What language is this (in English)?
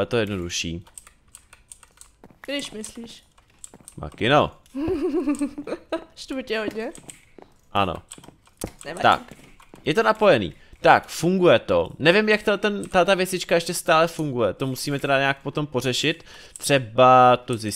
Czech